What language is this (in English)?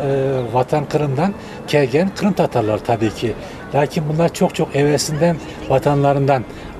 Crimean Tatar